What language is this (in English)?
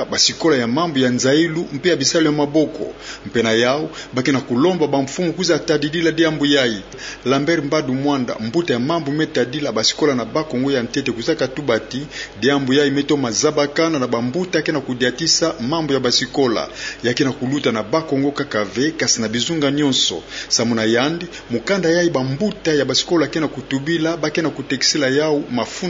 Kituba (Democratic Republic of Congo)